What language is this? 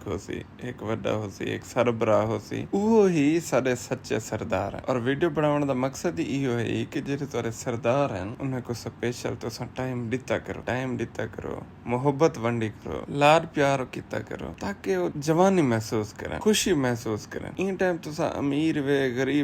Saraiki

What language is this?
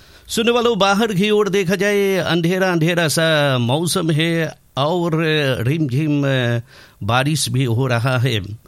Hindi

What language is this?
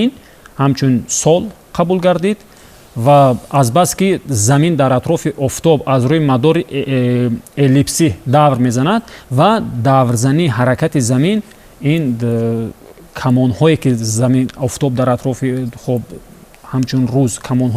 Tajik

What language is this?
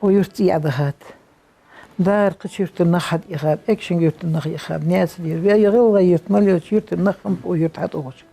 Ingush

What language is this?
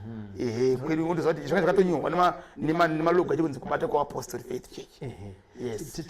Shona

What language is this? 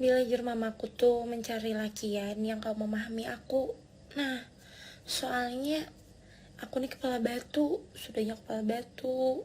Banjar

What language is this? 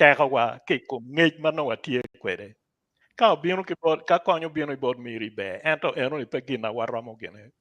Acoli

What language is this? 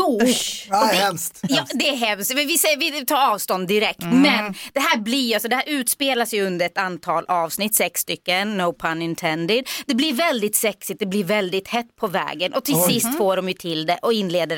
Swedish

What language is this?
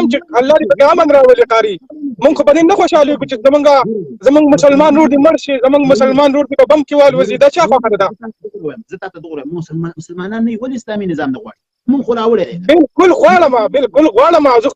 Pashto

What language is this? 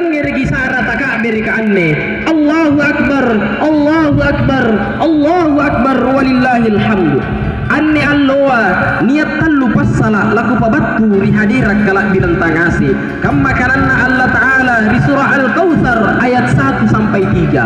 Makasar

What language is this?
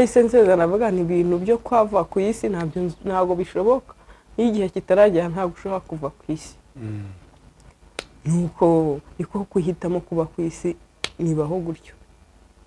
Kinyarwanda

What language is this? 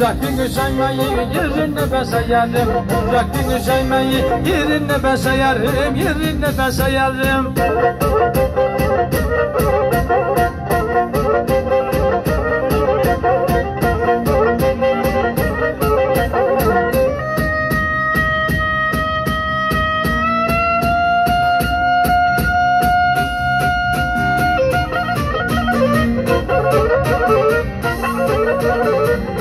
Turkish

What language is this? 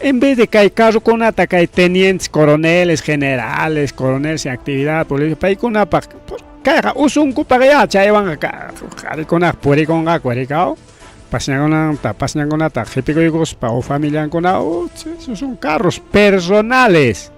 Ayacucho Quechua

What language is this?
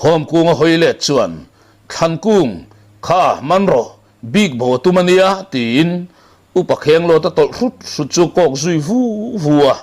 Mizo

